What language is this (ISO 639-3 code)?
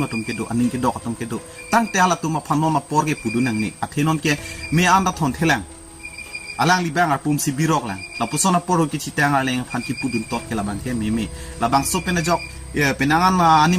mjw